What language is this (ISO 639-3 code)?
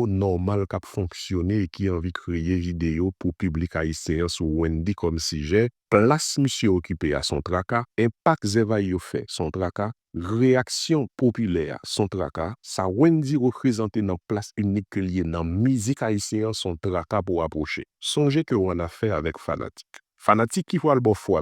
hat